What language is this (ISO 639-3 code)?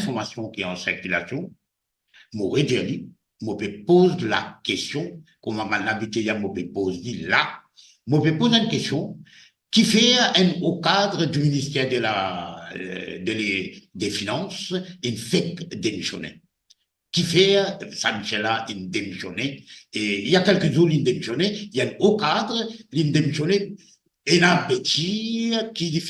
mfe